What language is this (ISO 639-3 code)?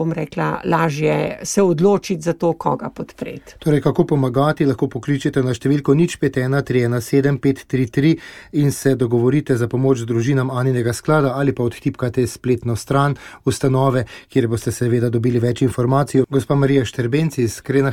slv